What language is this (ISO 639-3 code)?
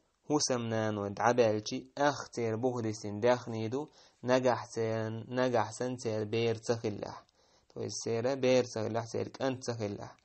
che